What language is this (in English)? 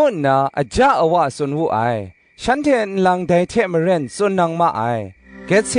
Kachin